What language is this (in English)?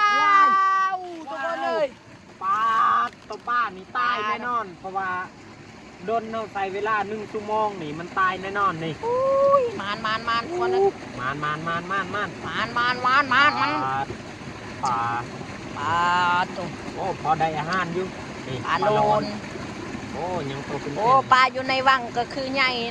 Northeastern Thai